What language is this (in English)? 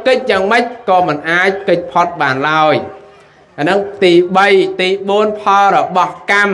Khmer